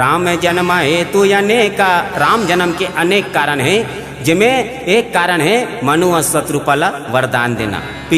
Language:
Chhattisgarhi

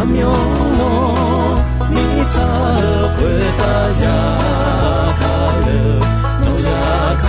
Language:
Akha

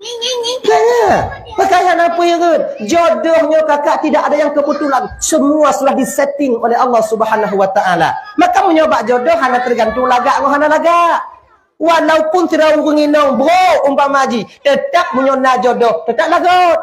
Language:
Achinese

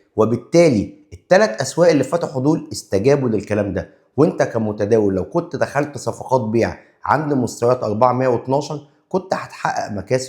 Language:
Egyptian Arabic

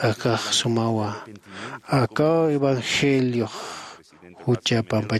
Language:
Aymara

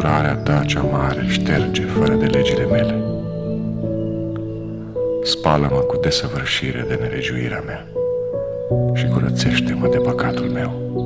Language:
Romanian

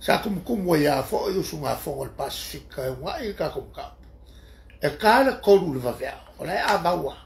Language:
Samoan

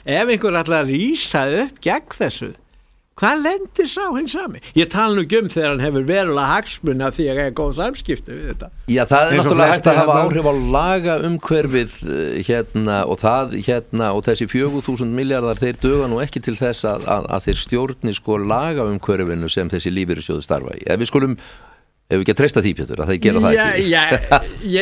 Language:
Icelandic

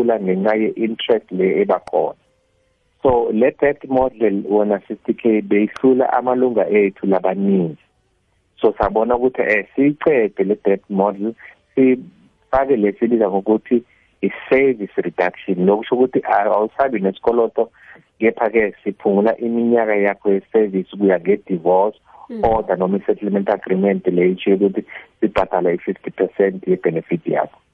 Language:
South Ndebele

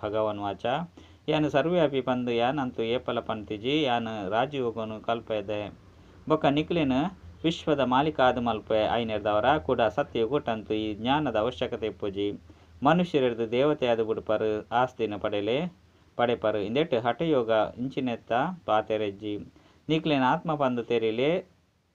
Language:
Tulu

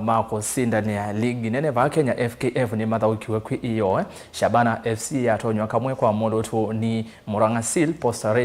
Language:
Kamba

